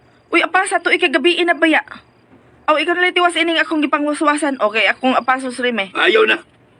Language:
Cebuano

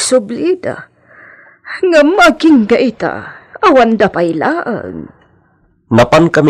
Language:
Iloko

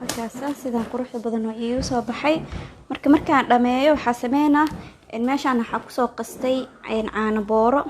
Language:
Somali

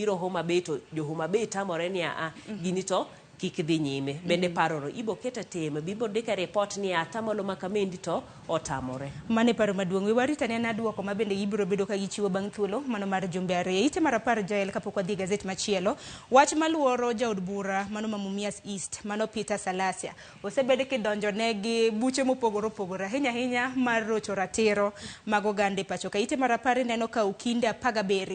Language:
Luo (Kenya and Tanzania)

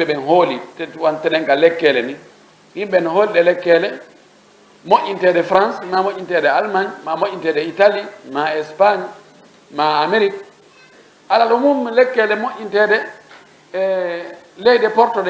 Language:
Fula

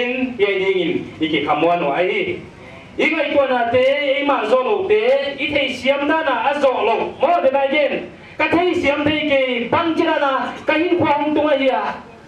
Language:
Paite Chin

